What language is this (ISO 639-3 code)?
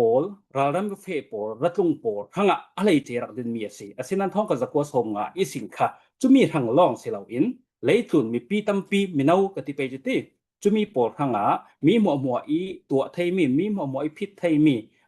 cfm